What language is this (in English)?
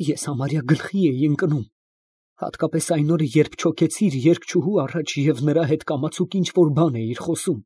Armenian